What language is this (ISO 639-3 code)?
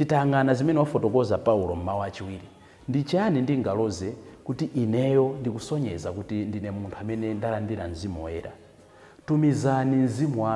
nya